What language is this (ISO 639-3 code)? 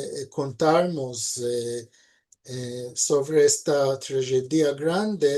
lad